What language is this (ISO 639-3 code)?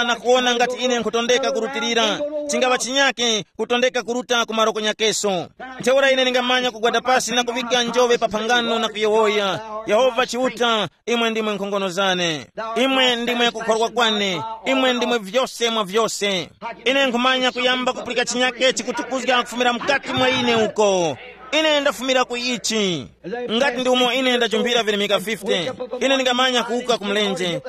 tum